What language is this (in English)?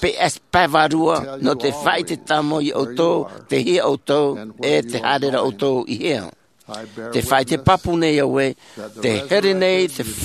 Tahitian